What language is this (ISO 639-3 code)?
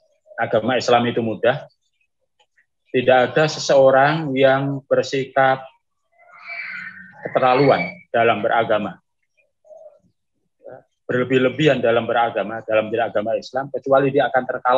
ind